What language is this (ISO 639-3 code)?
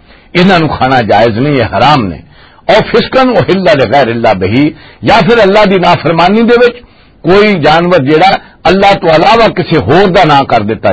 lah